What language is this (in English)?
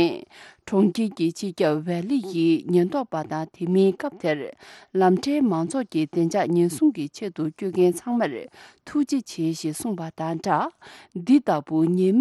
Tibetan